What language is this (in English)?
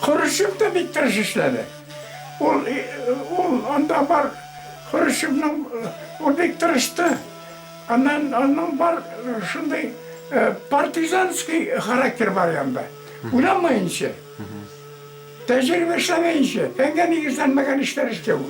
Bashkir